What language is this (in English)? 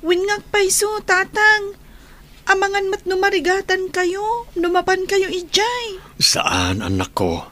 Iloko